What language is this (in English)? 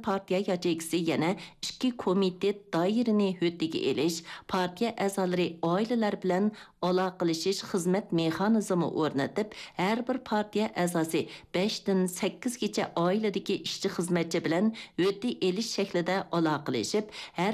Uyghur